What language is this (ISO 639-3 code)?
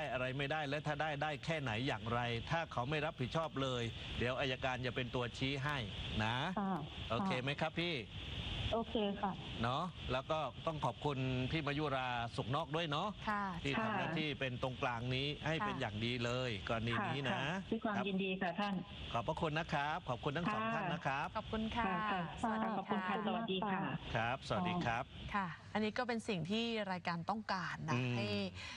tha